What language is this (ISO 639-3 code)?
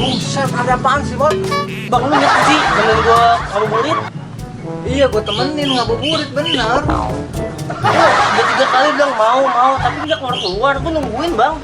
bew